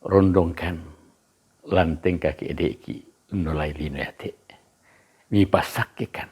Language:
Toraja-Sa'dan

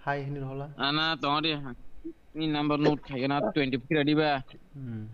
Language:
Kok Borok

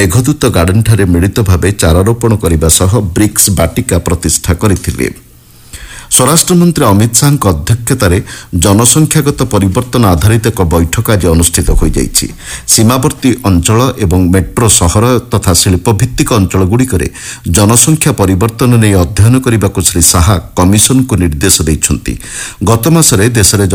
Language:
Odia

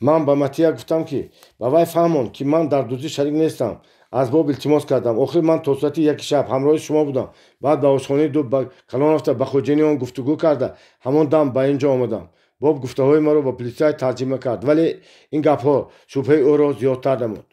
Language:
Tajik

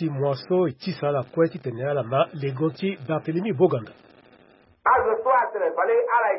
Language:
Sango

